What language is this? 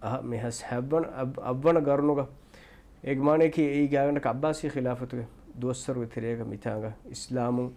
Divehi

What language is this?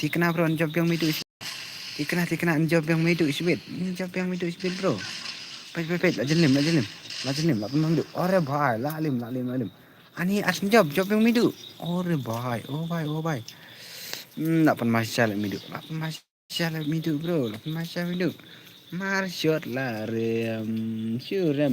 Khasi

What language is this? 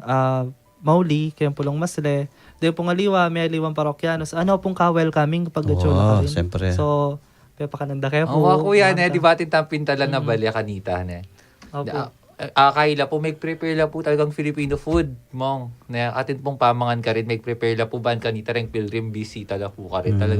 Pampanga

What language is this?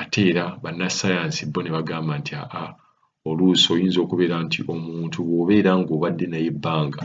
Ganda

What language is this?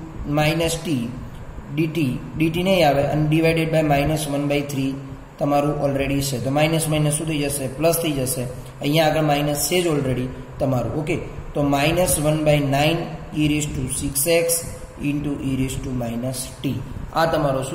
Gujarati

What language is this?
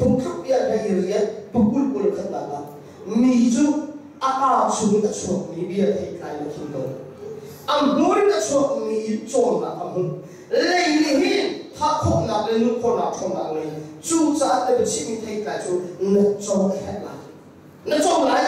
Hakha Chin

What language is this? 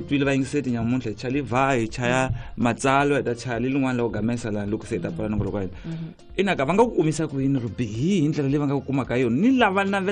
Tsonga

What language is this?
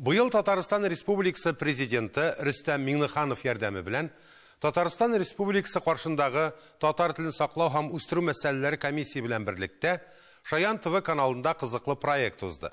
Tatar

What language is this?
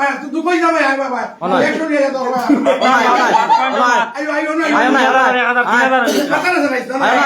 Sylheti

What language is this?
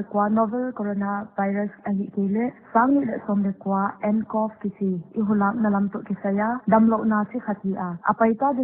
Paite Chin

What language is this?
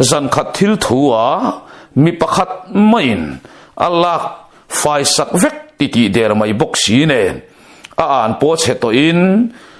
Mizo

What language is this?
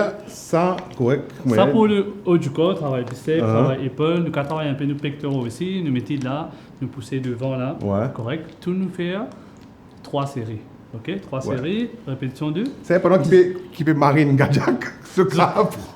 Morisyen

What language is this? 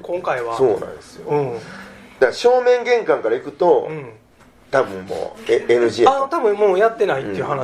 Japanese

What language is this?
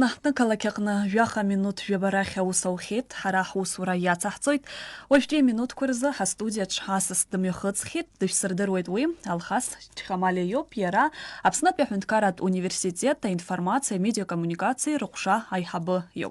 Abkhazian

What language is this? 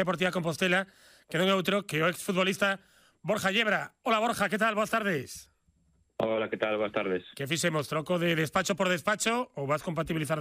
Galician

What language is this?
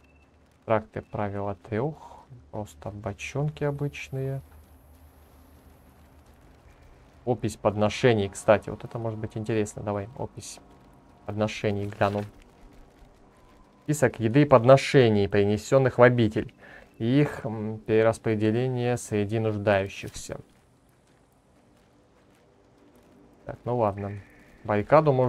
Russian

